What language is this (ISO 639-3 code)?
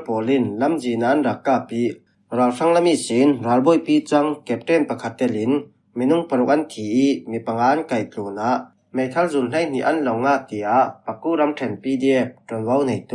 cfm